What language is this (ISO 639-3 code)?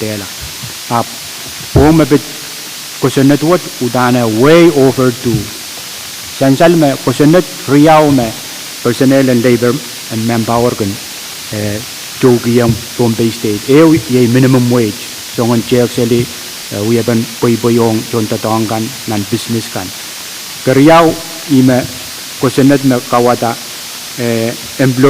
pon